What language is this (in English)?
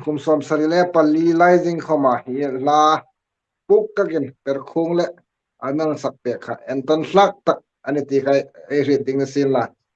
Hmar